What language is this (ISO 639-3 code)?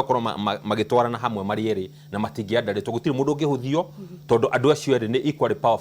kik